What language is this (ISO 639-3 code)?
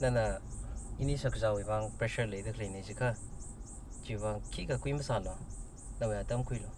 nmf